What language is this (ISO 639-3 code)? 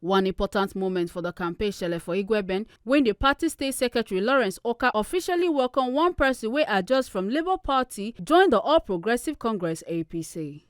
pcm